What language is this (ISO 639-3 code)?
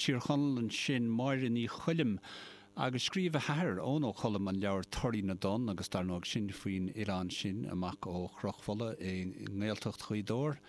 gle